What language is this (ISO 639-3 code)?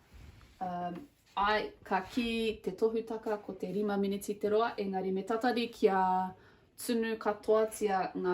mri